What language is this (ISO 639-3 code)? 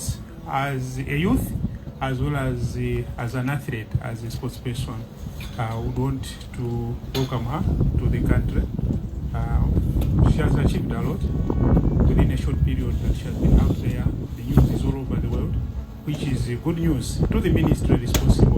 nya